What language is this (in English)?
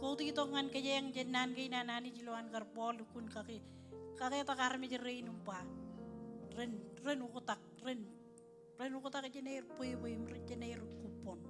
Marshallese